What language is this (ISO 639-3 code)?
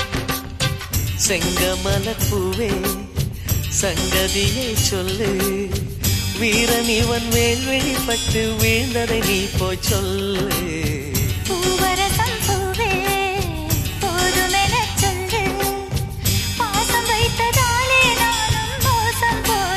tam